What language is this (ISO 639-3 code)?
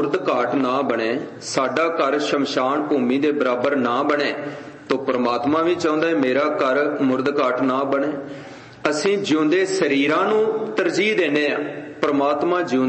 pan